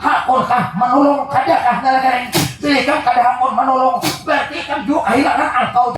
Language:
Banjar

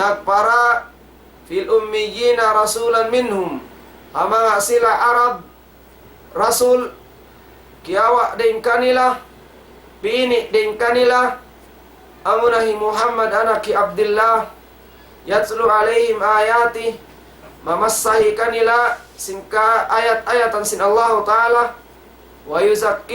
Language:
Tausug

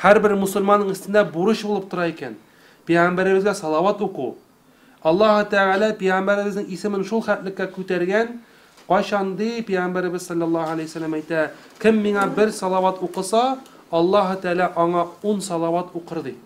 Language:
Tatar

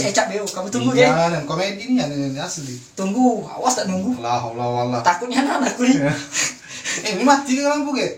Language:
Musi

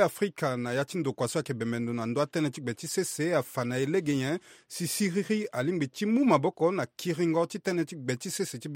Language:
Sango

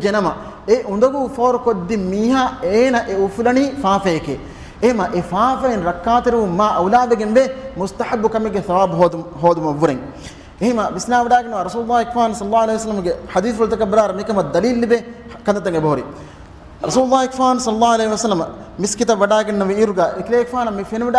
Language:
Divehi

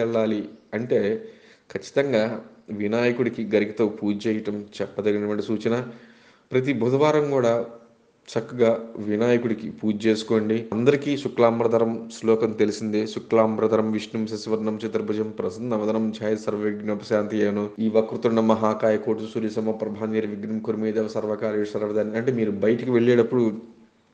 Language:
Telugu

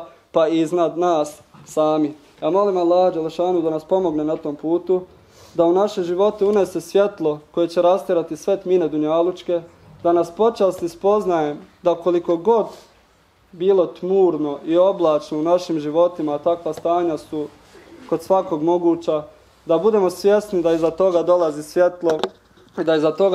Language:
Bosnian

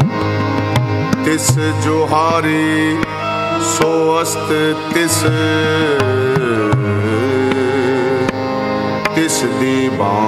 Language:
Punjabi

